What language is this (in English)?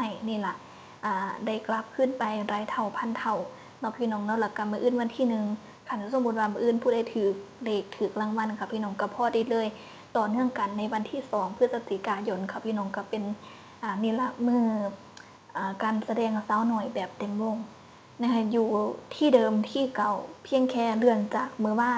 Northeastern Thai